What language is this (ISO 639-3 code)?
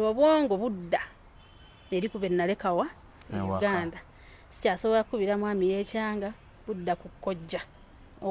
lug